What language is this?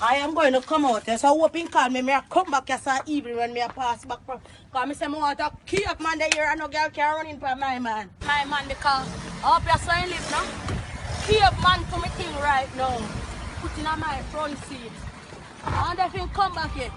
Jamaican Creole English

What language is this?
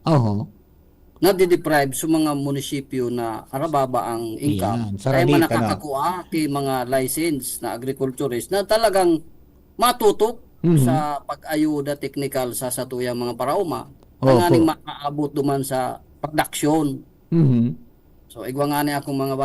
Bikol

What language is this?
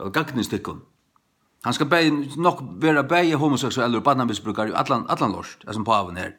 Faroese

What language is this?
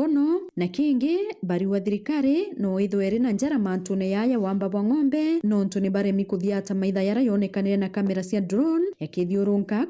Meru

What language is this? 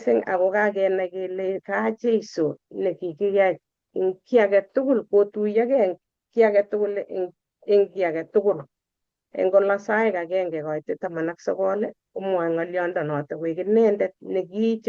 Kalenjin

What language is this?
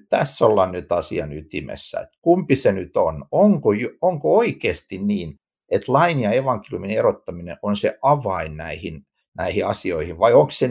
Finnish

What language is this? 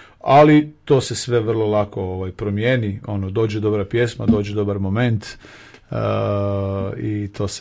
Croatian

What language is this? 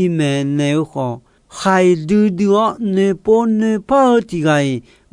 Akha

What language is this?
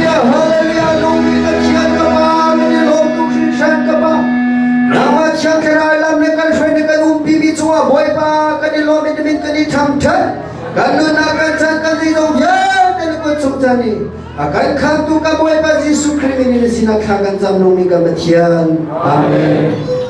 Hakha Chin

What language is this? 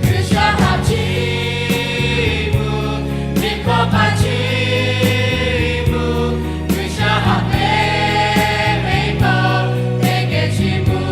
Lahu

